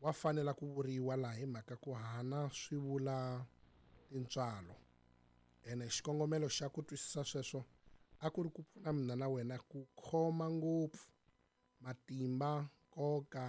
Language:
Tsonga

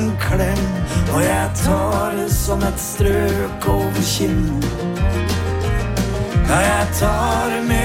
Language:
Norwegian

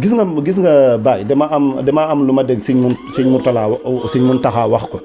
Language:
Wolof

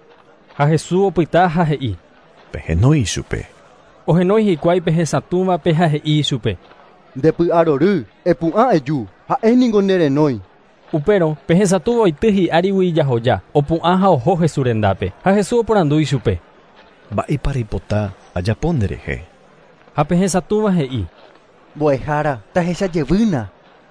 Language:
Guarani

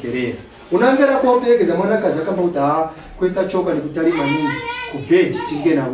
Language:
Nyanja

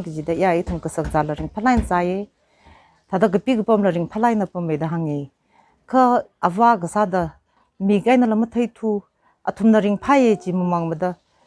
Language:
Tangkhul Naga (India)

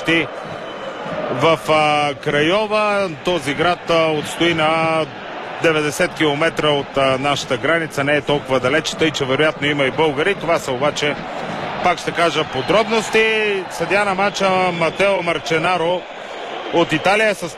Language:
Bulgarian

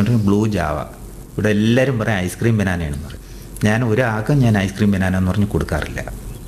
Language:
Malayalam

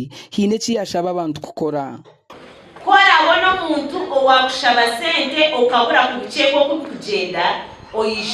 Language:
Nyankole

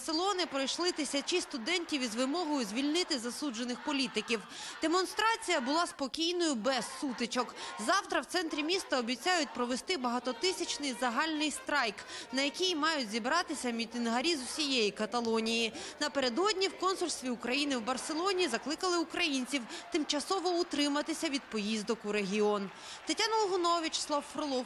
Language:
Ukrainian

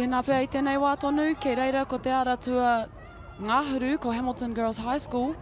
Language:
Māori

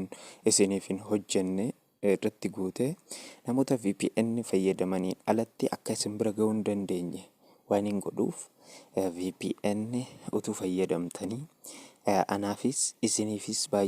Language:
Oromo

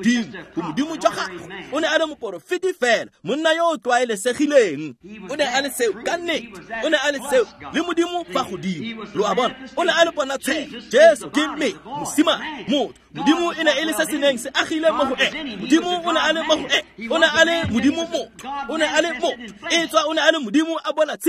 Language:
Tswana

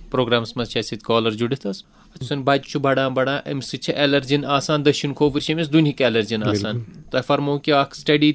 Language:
Kashmiri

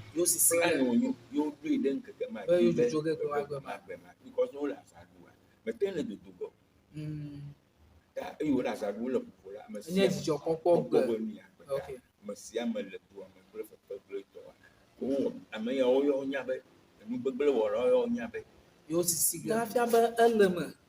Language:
Ewe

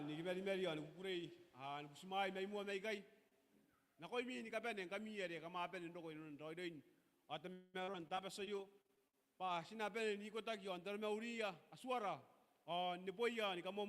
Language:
Gilbertese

